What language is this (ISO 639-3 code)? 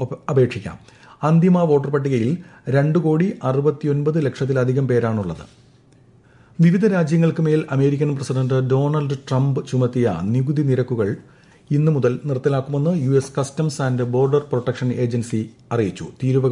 mal